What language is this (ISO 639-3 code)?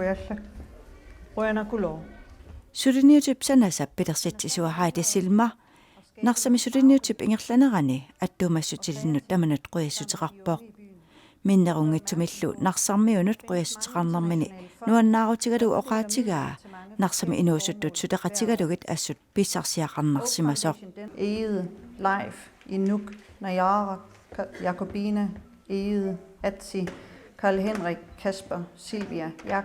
kal